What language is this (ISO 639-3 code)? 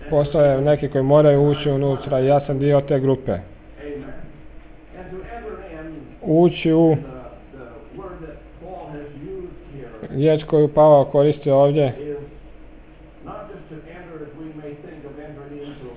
hrv